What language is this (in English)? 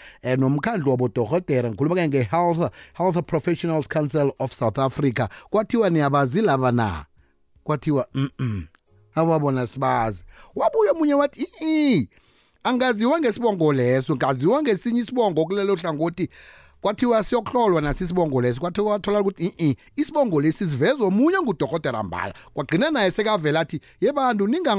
South Ndebele